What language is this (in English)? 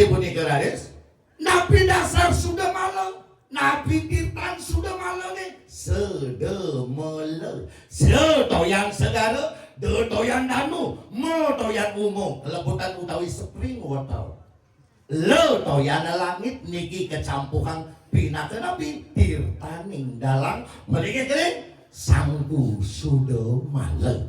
Balinese